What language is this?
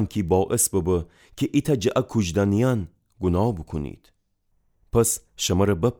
Gilaki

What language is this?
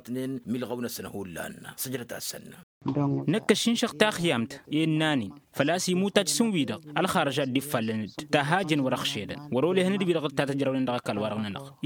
Tamasheq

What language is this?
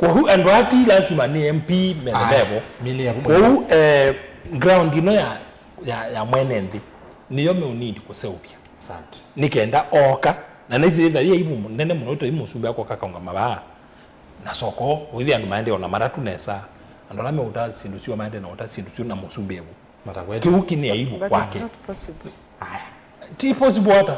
Kamba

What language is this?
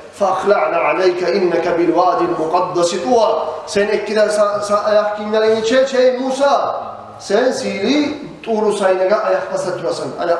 Kumyk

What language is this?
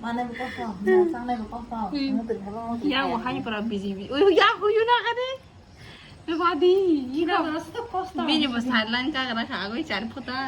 Kok Borok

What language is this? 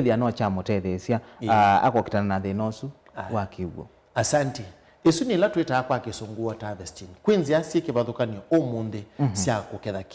Kamba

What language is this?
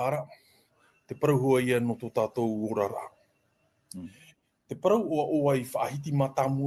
Tahitian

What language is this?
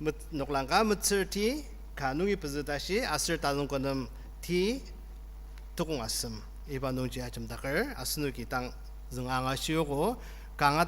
Ao Naga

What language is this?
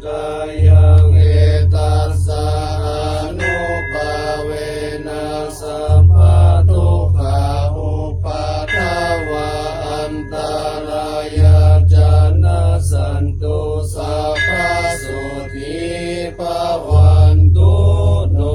Pali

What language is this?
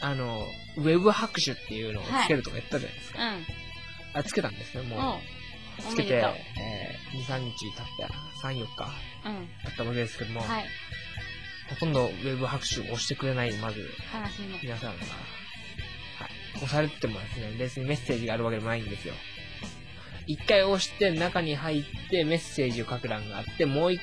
Japanese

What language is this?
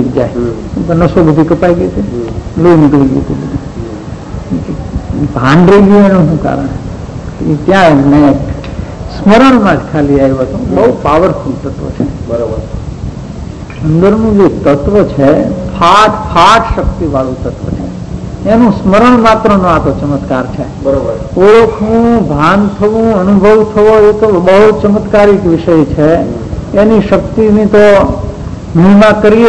Gujarati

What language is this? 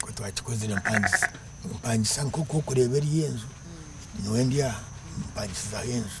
Nyankole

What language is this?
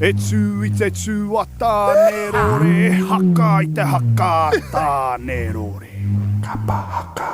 Māori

